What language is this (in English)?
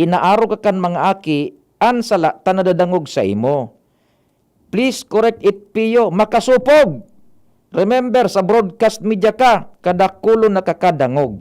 Bikol